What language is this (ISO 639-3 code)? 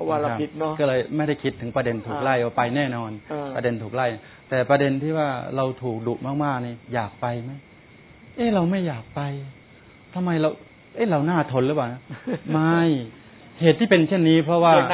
tha